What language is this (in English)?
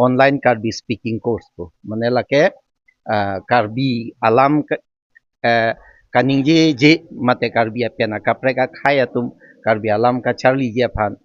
Karbi